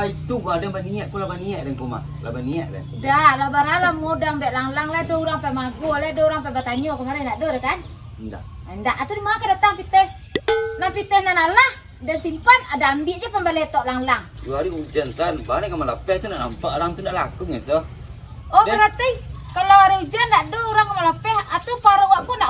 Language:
Minangkabau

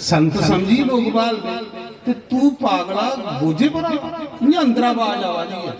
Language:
Dogri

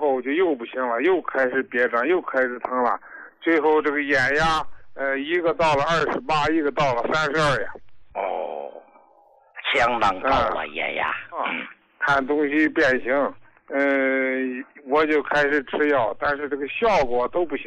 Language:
Chinese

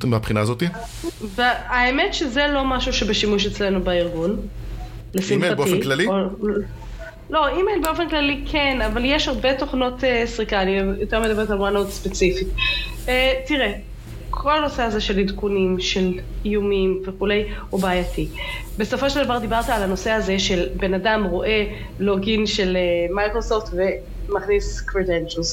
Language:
Hebrew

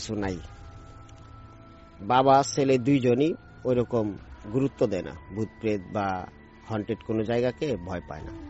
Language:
Bangla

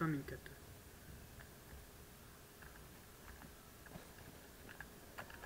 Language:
Hungarian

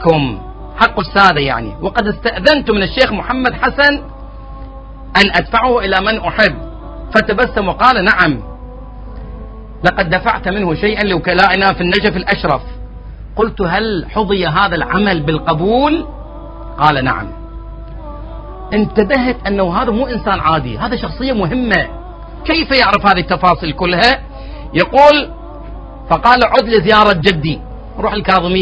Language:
Arabic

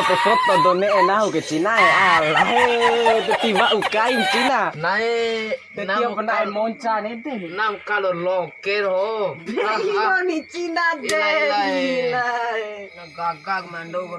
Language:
Bima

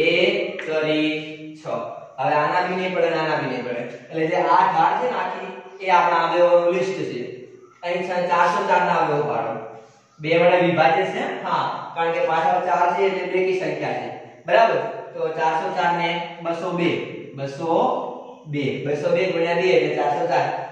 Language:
Gujarati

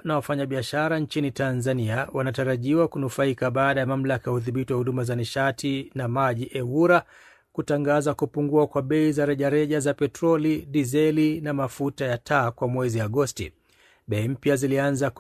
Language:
Swahili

